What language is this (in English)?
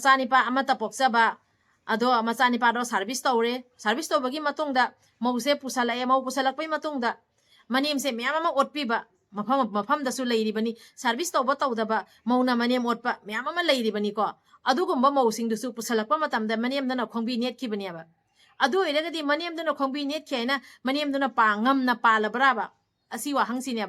Manipuri